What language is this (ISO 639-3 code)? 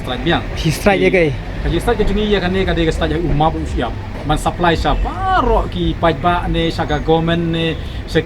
kha